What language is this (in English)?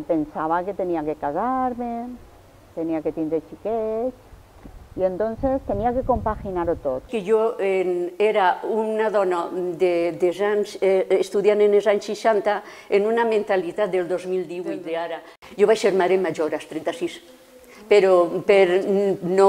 Catalan